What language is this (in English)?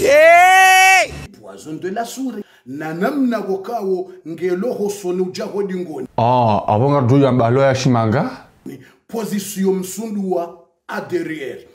Ngazidja Comorian